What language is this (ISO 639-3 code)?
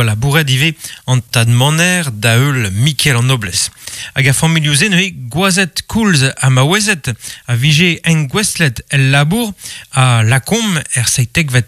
bre